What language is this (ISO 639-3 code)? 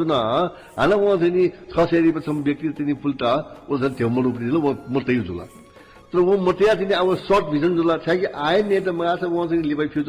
new